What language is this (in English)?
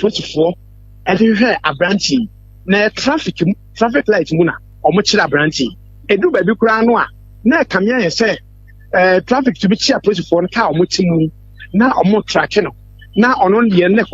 Akan